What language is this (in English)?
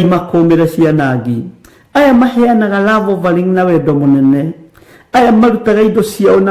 Kikuyu